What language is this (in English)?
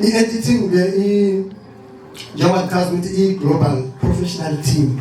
Zulu